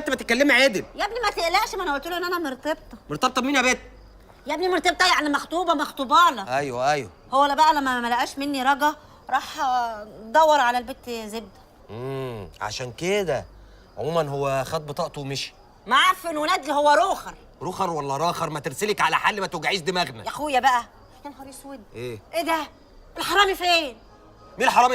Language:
Egyptian Arabic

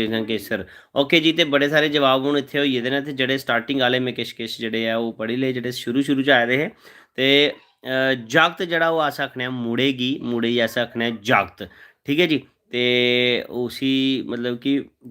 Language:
Dogri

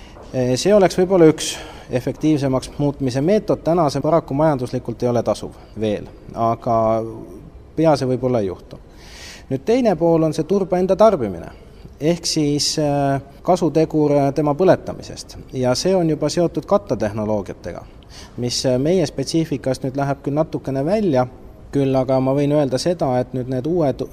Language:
Estonian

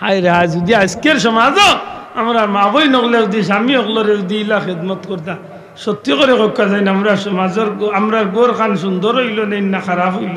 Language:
Sylheti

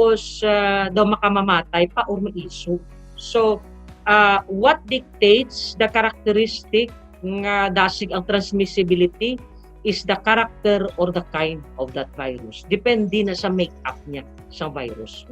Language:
Hiligaynon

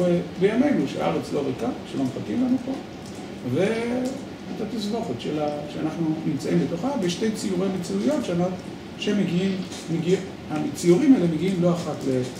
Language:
Hebrew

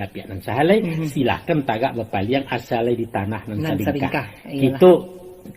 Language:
Minangkabau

